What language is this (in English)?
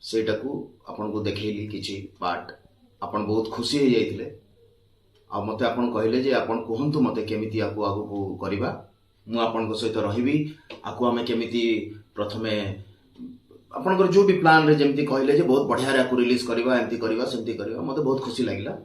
Odia